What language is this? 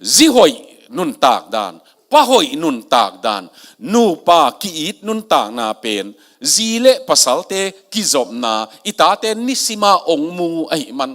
Tedim Chin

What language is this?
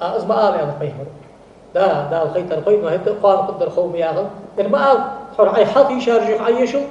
Ingush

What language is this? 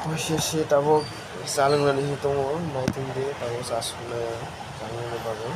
Kok Borok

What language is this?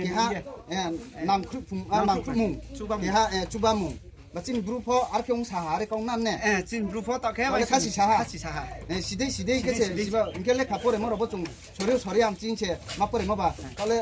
Riang (India)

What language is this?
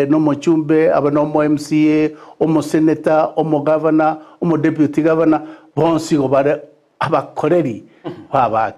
Gusii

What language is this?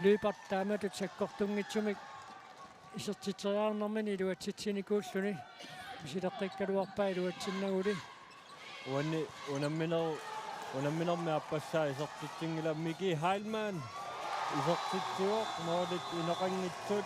Kalaallisut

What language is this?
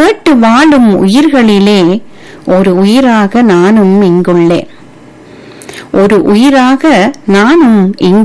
Tamil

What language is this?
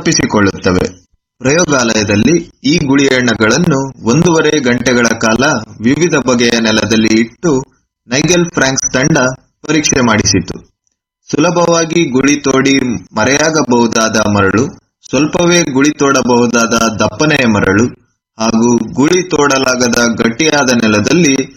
Kannada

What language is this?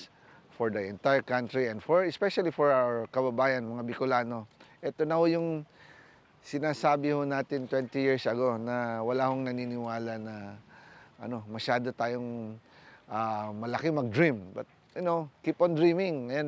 Bikol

